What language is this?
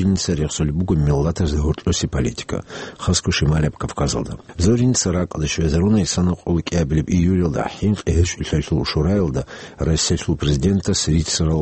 Avaric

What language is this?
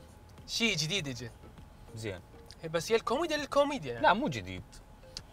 Mesopotamian Arabic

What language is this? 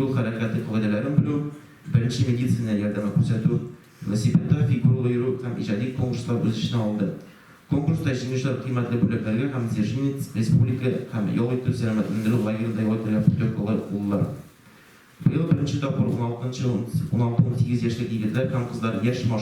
Tatar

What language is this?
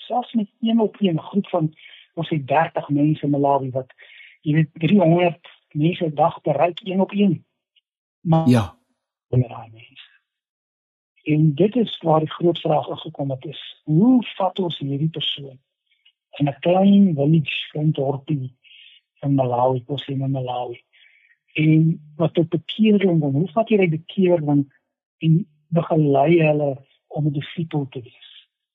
Afrikaans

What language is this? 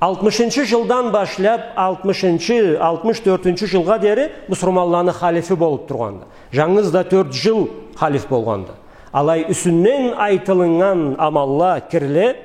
Karachay-Balkar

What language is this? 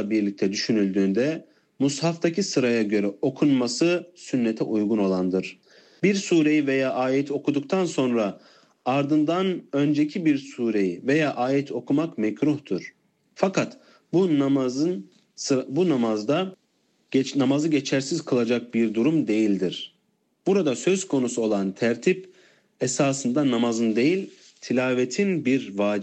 Turkish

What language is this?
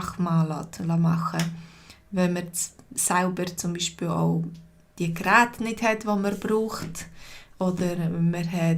Swiss German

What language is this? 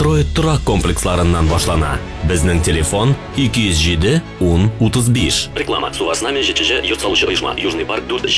Tatar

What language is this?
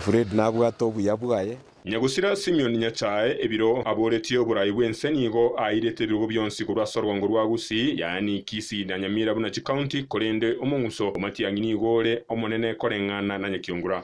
Gusii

